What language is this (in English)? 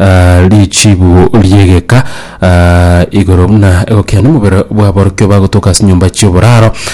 Gusii